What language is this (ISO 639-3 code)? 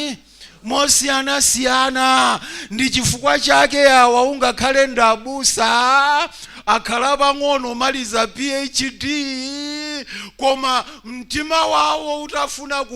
nya